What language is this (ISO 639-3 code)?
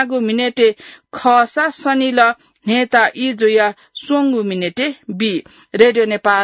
new